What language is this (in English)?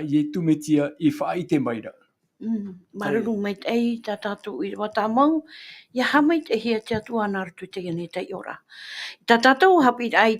Tahitian